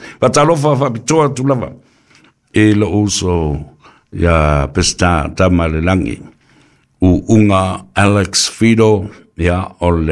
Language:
Samoan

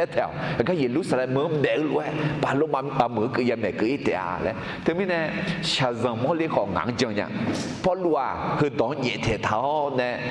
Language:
Akha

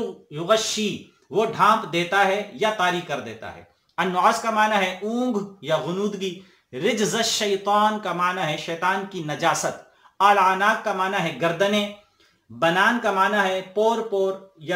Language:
Urdu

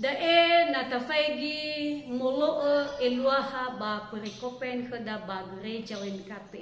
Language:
Nias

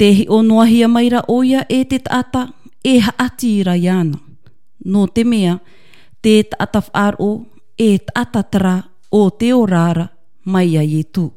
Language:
Tahitian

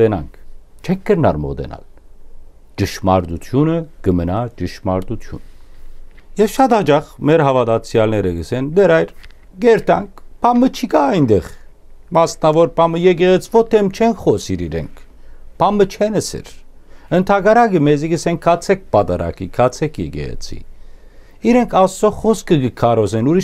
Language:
Western Armenian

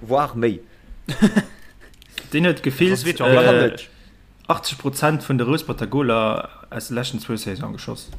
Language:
Luxembourgish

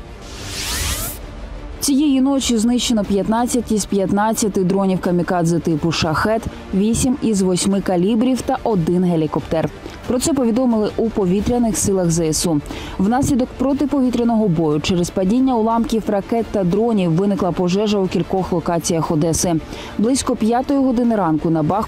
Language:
Ukrainian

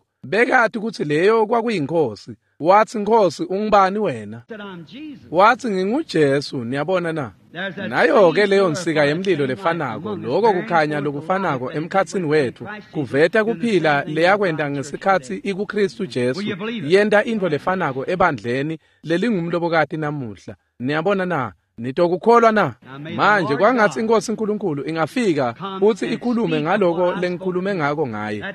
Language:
Swati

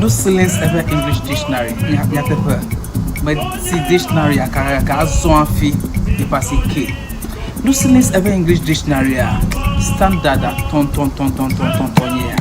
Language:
Ewe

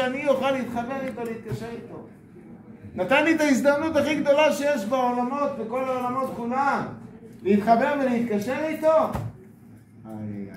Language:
Hebrew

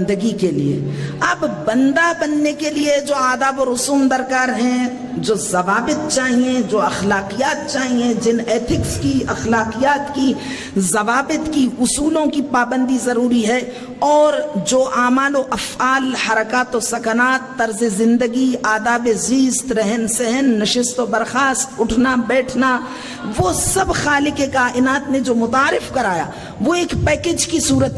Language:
Urdu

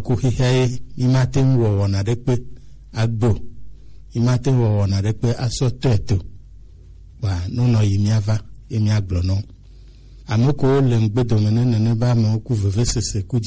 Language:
Gen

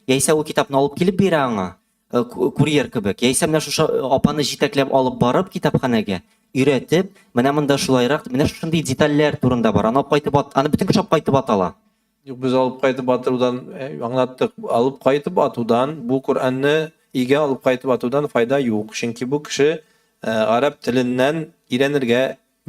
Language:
Tatar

